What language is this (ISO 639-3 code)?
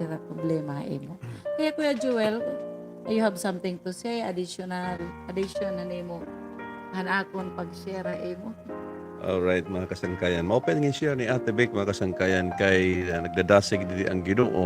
war